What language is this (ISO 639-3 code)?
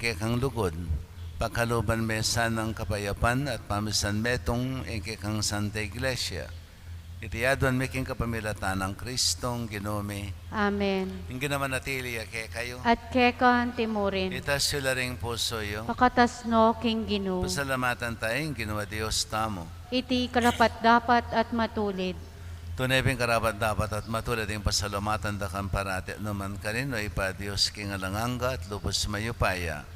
pam